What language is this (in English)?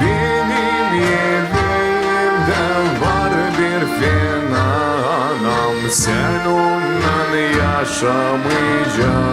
Gagauz